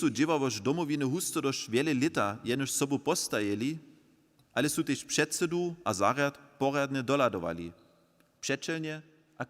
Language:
Upper Sorbian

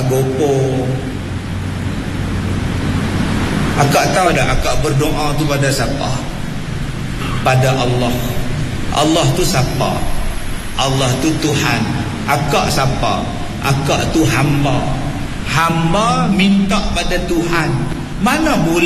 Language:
Malay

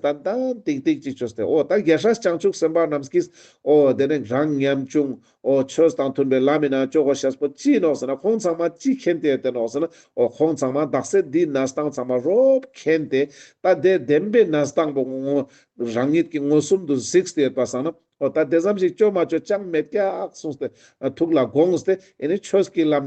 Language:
Ladakhi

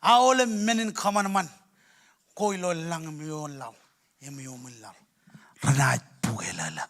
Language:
Marshallese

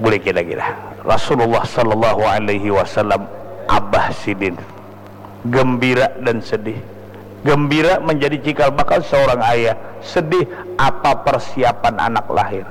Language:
Banjar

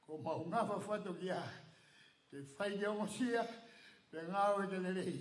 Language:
Tongan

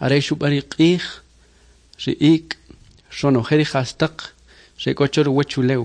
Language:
Kʼicheʼ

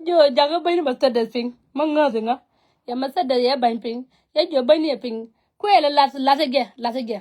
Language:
Nuer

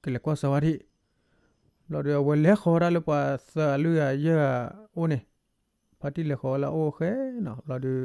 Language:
S'gaw Karen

